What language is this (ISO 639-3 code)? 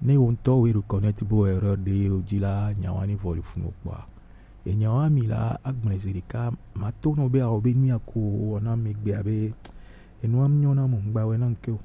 gej